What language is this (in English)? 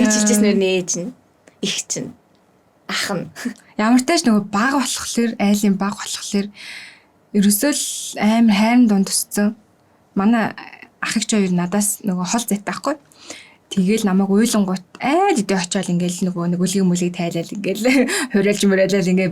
Mongolian